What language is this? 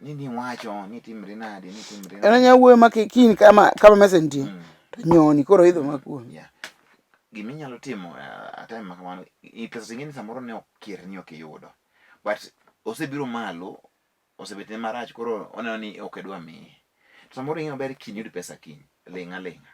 Luo (Kenya and Tanzania)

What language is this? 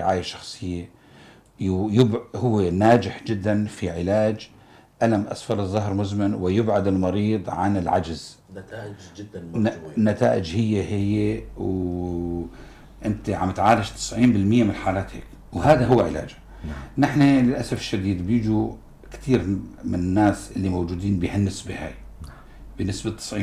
North Levantine Arabic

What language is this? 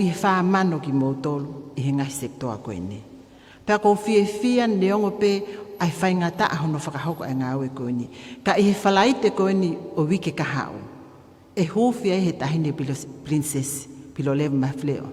Tongan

